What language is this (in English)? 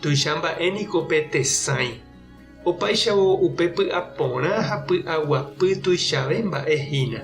Guarani